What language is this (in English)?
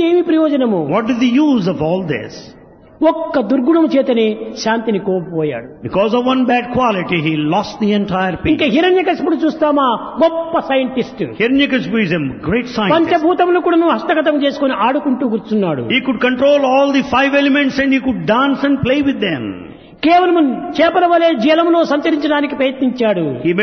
Telugu